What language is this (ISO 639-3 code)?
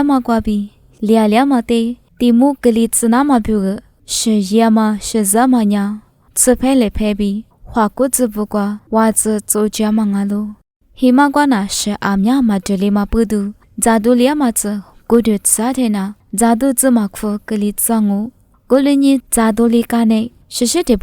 lis